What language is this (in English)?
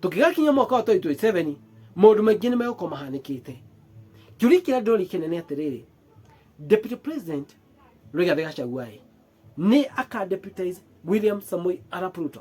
Kikuyu